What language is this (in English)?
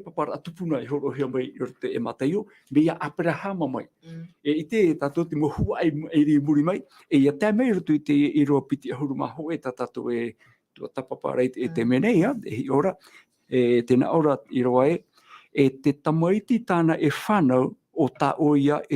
Tahitian